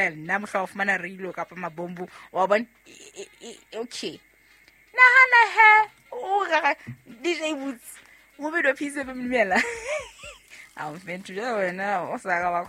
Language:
Southern Sotho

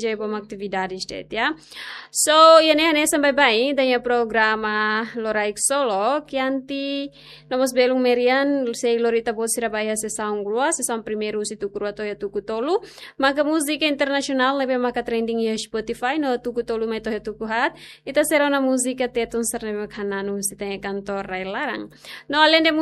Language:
Tetum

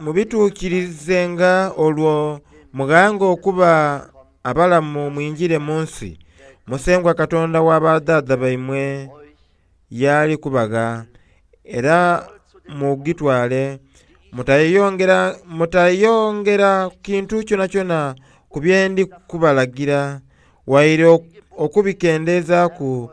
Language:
Soga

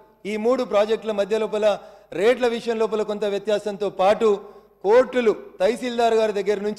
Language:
Telugu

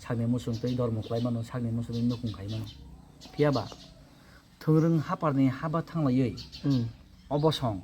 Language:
Kok Borok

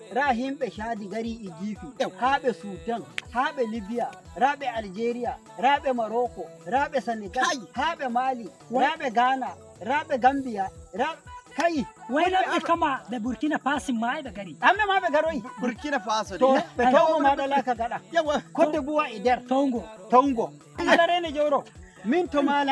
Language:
Nigerian Fulfulde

